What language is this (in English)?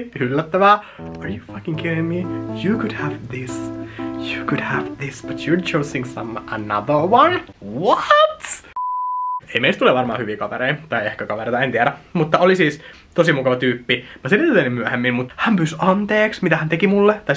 Finnish